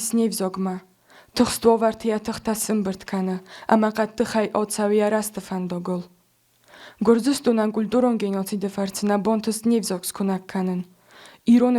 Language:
Ossetic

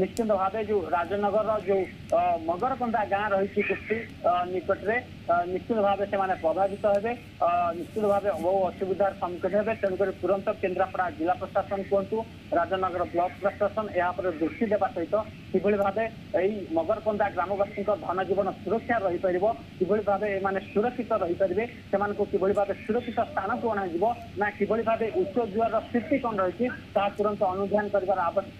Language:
Odia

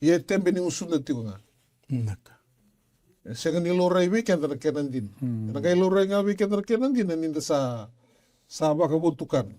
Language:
Fijian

